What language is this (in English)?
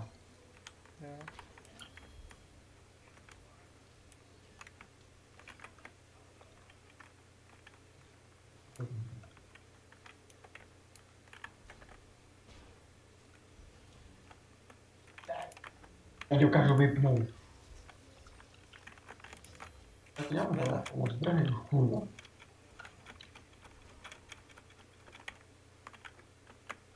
Czech